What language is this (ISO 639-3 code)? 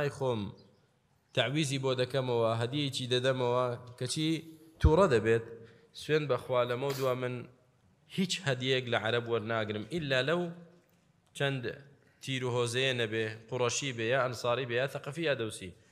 ckb